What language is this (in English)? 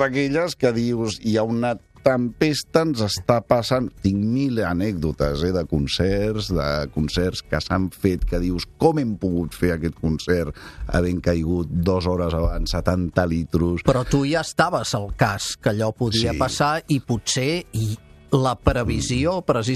Catalan